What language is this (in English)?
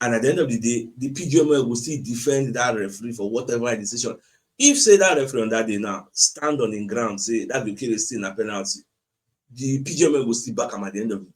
Nigerian Pidgin